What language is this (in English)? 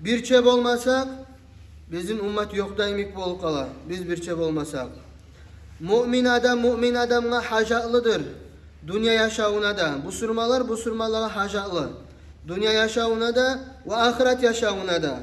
Kumyk